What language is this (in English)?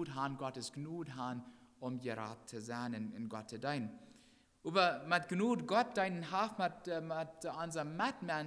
Plautdietsch